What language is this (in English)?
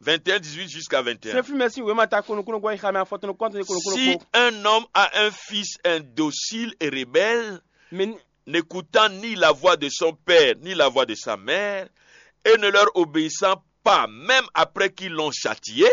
Fon